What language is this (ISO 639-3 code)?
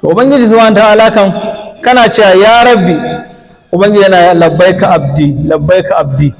hau